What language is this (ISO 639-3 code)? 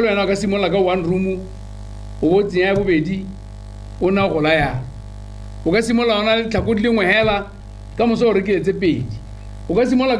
tsn